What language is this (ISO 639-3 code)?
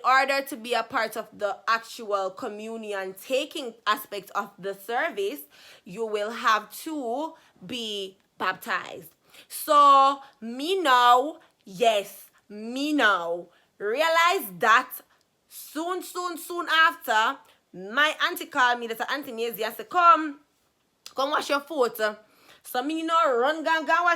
jam